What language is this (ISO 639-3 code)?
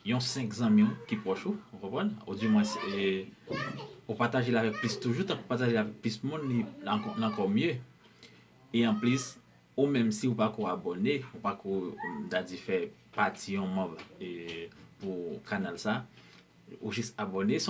hat